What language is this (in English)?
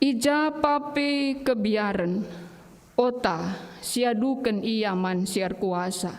Batak Karo